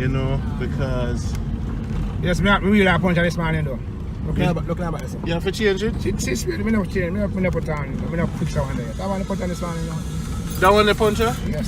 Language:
Jamaican Creole English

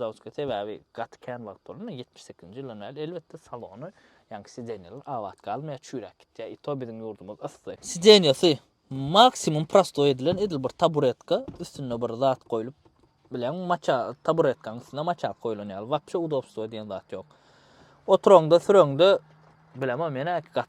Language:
Turkmen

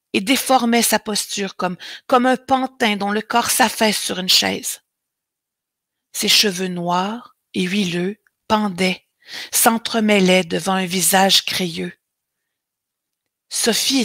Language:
French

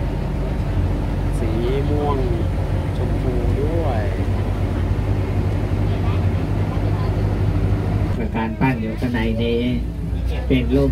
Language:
Thai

